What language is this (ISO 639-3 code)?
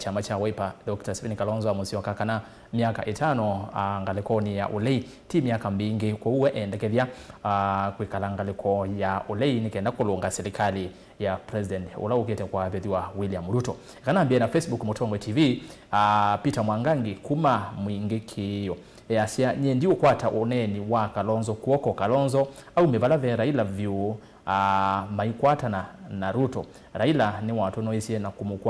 kam